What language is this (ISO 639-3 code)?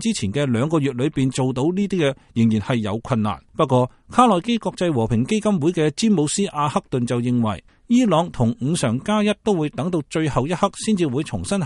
yue